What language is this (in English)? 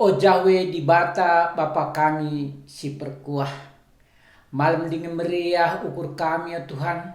Batak Karo